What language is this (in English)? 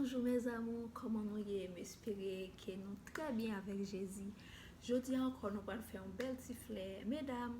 Haitian Creole